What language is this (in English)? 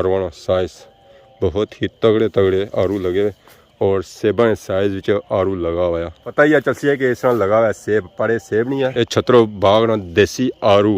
Pahari-Potwari